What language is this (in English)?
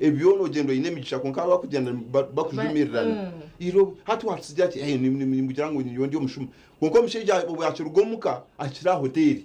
Nyankole